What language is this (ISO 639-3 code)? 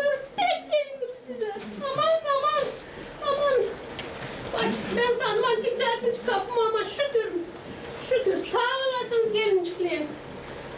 gag